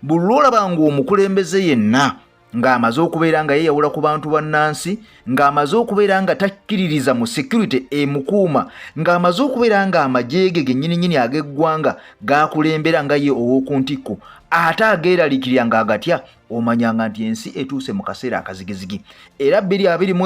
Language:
Ganda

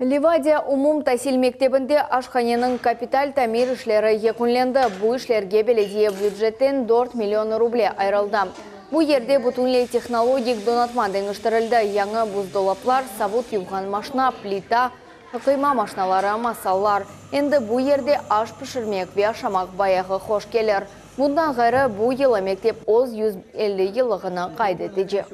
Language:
Crimean Tatar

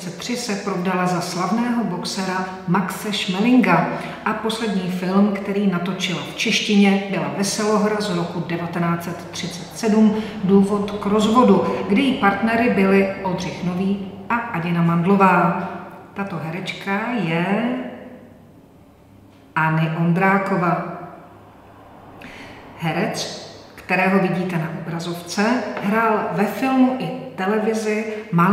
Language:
Czech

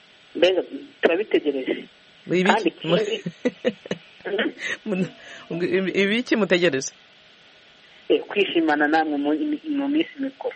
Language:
Kinyarwanda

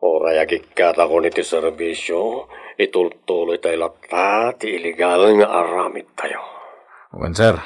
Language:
Iloko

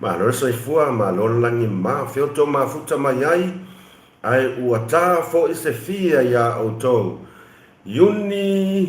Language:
Samoan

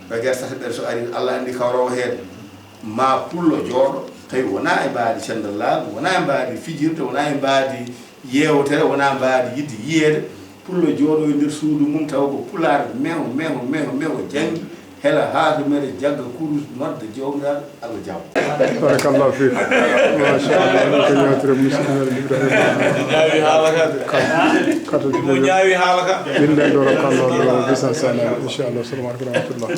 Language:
Fula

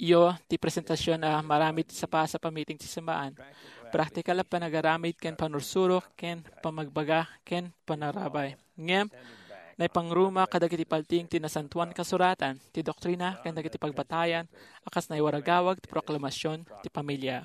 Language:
Iloko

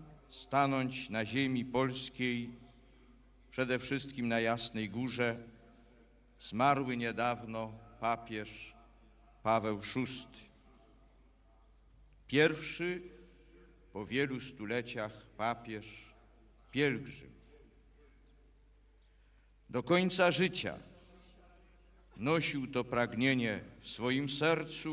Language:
Polish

